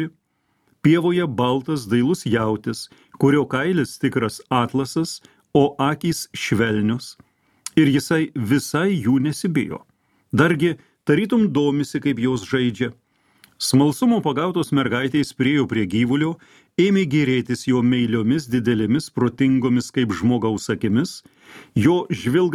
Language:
Lithuanian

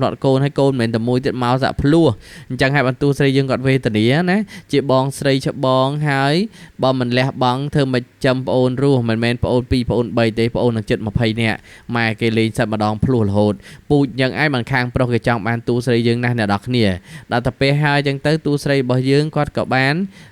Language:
Khmer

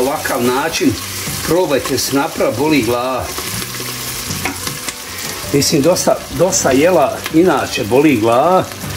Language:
Croatian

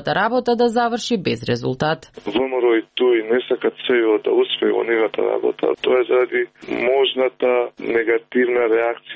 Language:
Macedonian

